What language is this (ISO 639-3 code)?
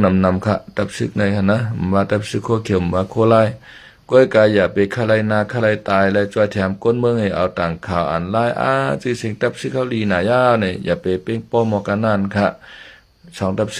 shn